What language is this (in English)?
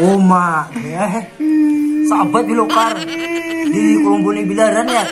Banjar